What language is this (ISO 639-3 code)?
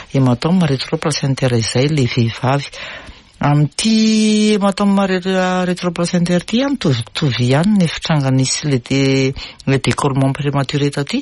mlg